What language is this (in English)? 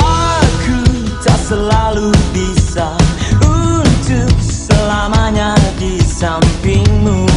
Minangkabau